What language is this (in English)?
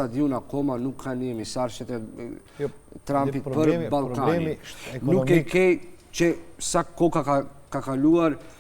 Albanian